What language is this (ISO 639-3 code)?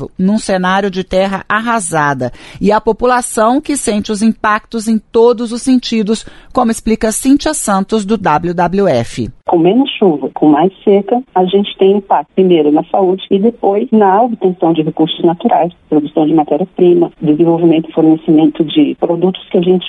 por